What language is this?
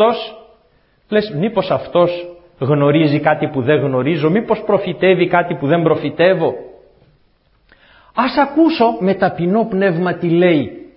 Greek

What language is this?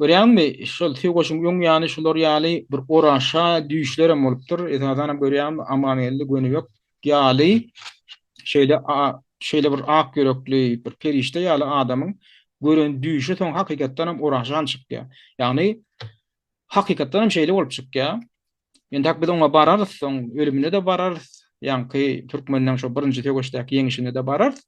Turkmen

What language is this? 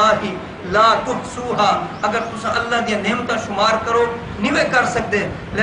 Saraiki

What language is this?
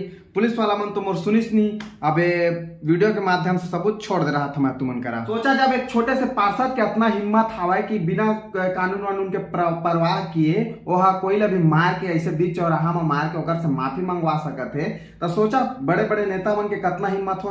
Chhattisgarhi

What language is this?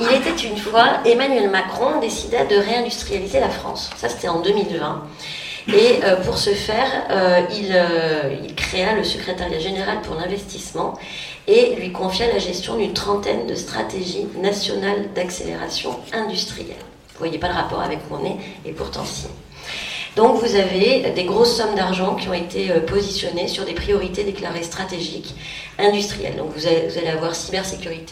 French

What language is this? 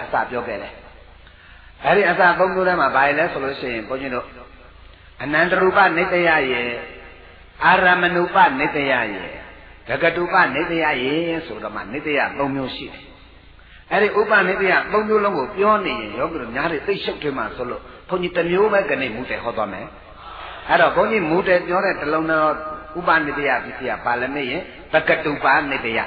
Burmese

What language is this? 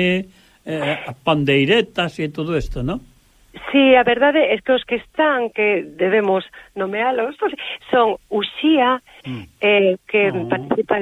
Galician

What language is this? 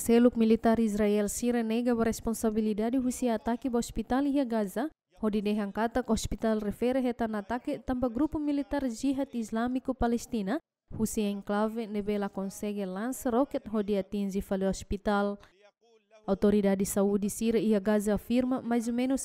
Tetum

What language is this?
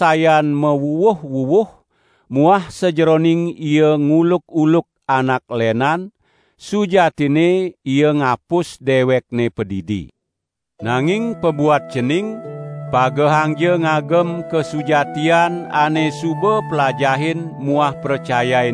Balinese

